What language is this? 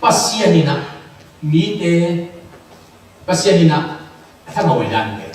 Tedim Chin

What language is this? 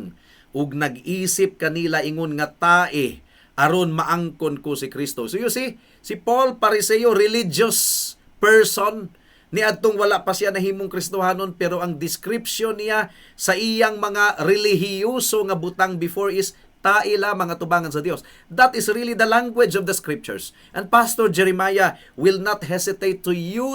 Cebuano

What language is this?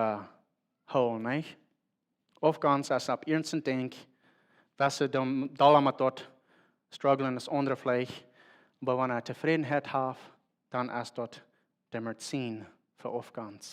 Plautdietsch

